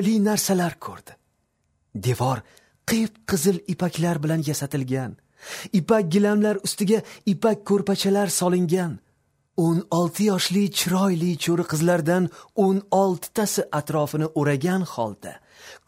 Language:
Uzbek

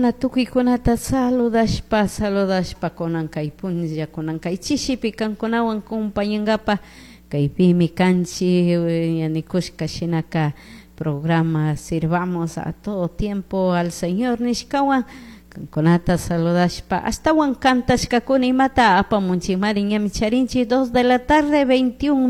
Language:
Chimborazo Highland Quichua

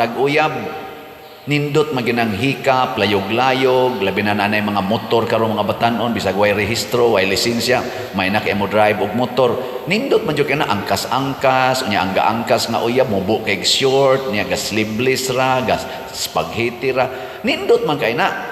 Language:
Cebuano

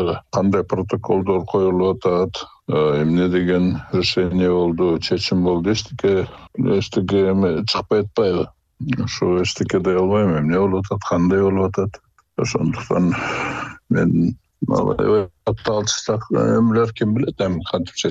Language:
Kyrgyz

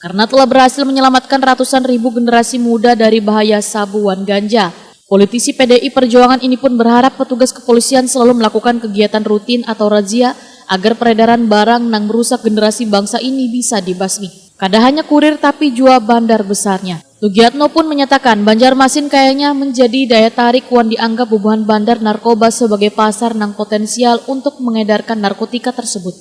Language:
Banjar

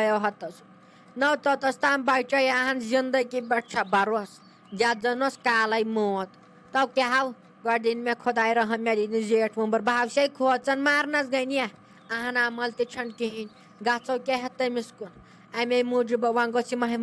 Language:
Kashmiri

